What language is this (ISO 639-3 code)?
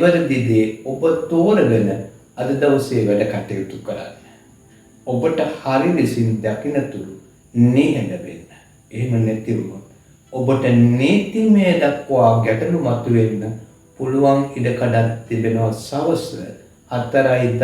sin